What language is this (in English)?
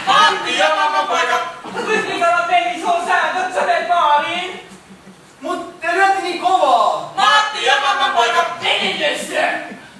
Finnish